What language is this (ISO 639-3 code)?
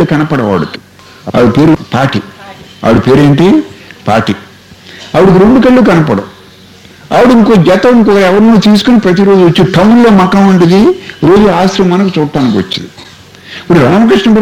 tel